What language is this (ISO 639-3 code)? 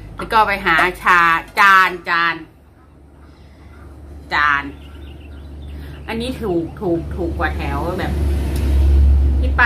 tha